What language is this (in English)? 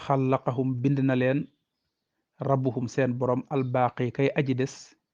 Wolof